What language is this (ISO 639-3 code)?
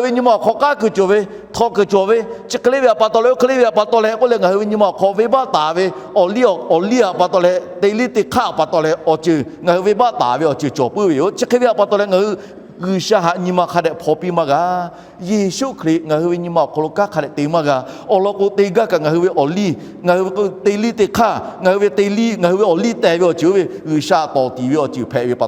lhu